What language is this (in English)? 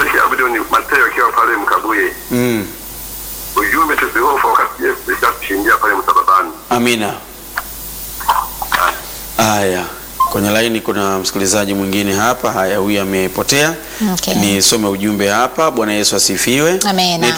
Swahili